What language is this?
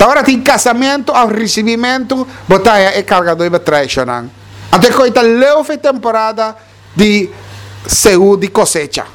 Papiamento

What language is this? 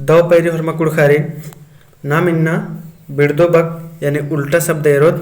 Kurukh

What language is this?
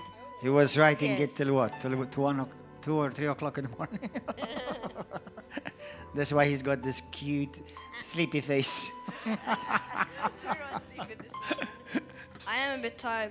English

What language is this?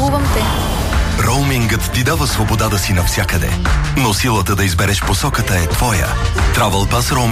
Bulgarian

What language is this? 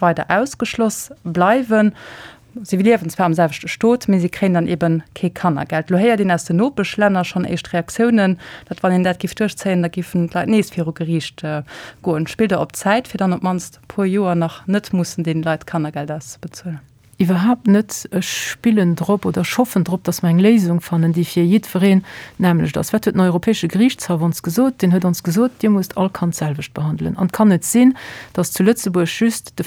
Luxembourgish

